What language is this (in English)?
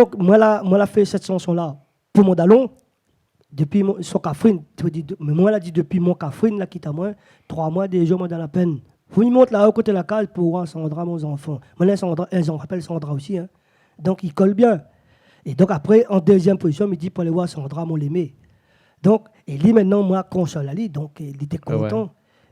Réunion Creole French